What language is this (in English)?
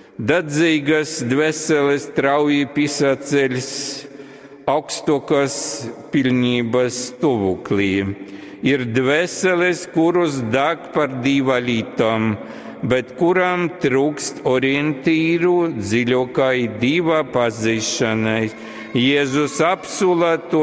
Latgalian